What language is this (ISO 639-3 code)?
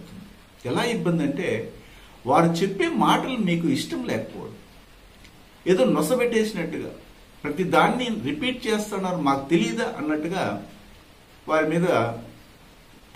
tel